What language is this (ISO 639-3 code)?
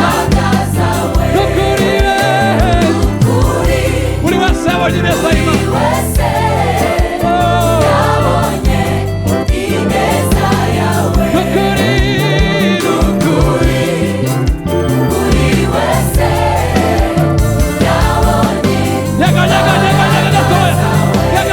kin